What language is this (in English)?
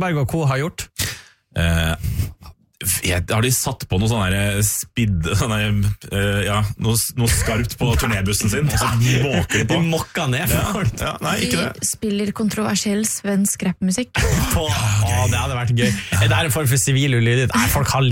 Norwegian